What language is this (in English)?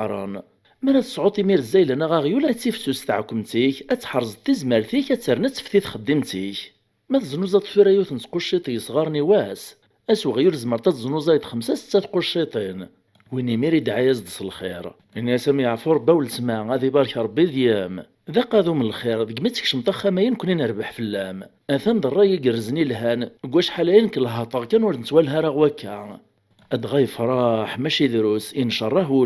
Kabyle